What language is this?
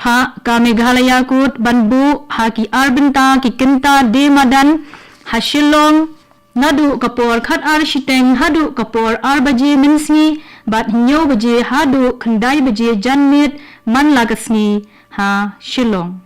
Khasi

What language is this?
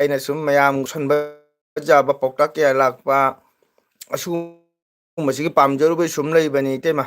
Manipuri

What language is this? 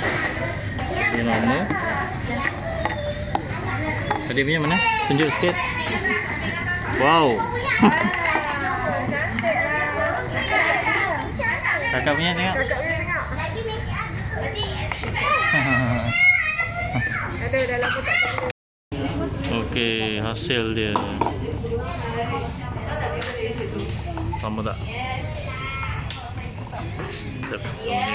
Malay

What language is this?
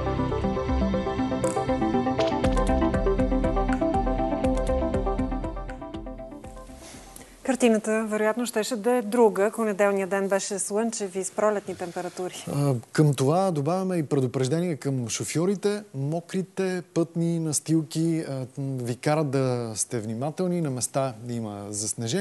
Bulgarian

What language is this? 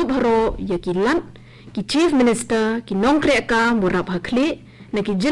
Garo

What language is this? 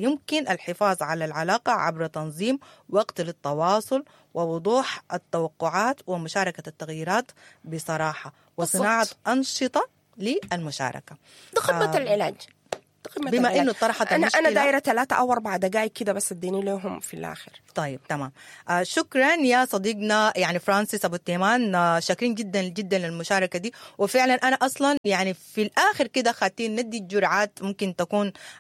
Sudanese Arabic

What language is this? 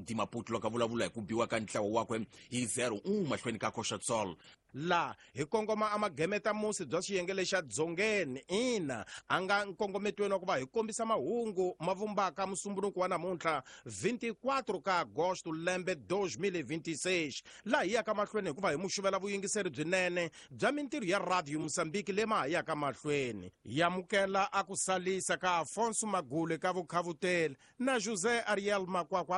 Tsonga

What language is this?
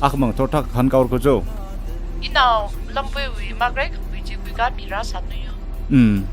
Tangkhul Naga (India)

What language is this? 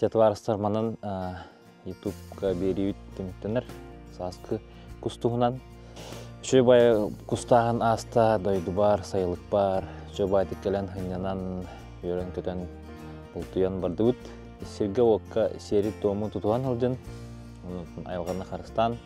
Yakut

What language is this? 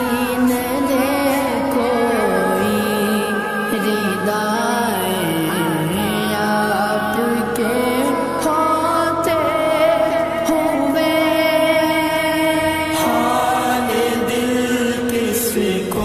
Urdu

